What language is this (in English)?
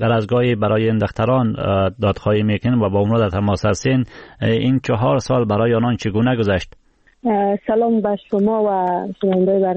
Persian